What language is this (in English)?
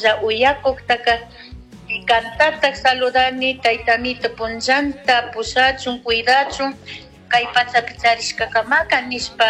Chimborazo Highland Quichua